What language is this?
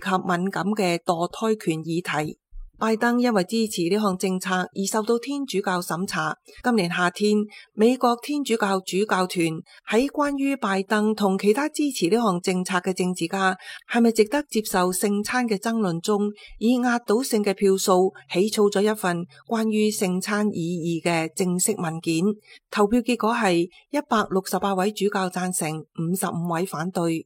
Cantonese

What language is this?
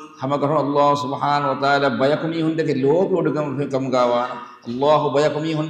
Divehi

